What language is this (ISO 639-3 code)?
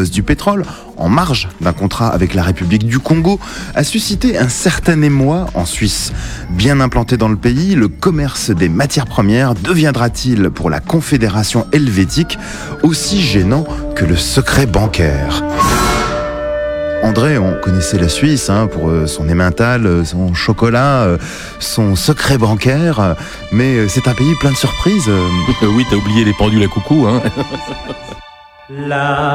fra